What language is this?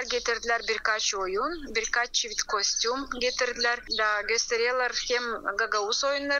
Gagauz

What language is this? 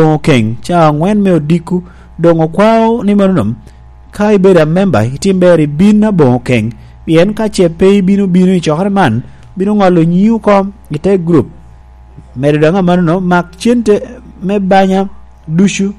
Lango (Uganda)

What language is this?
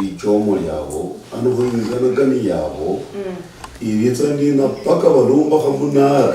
Luyia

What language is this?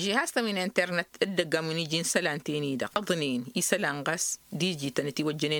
Tamasheq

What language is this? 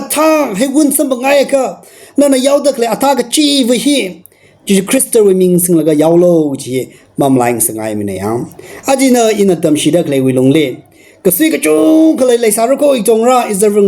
Tangkhul Naga (India)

